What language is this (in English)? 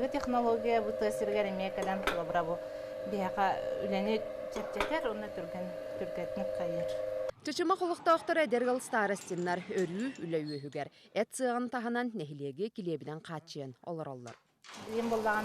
Yakut